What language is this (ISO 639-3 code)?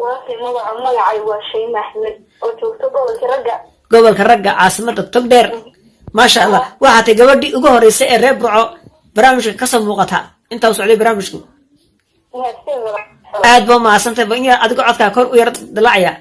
som